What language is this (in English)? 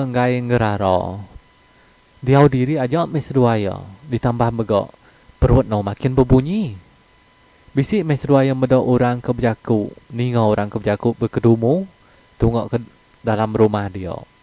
Iban